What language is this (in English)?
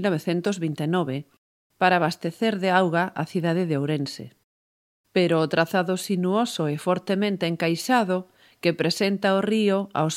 Galician